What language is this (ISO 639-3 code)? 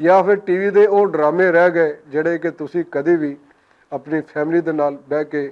lah